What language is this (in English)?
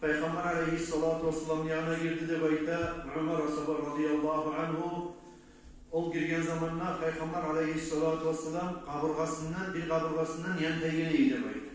Kumyk